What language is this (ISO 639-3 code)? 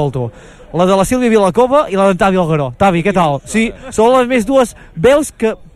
cat